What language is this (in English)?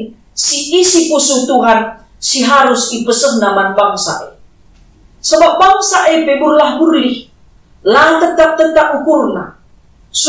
Batak Karo